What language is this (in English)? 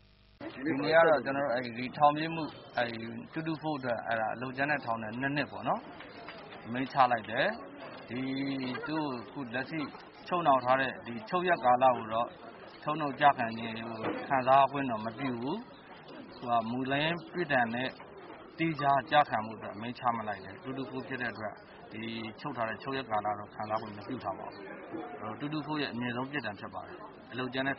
Burmese